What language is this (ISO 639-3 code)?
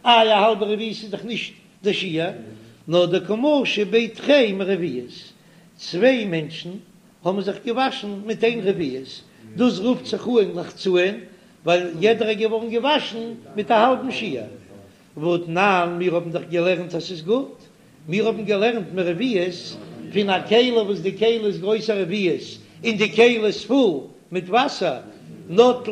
yid